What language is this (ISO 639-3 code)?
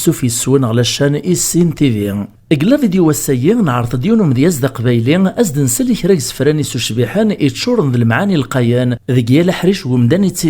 kab